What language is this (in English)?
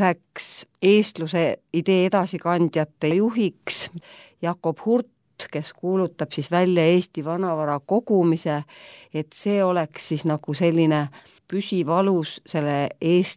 Estonian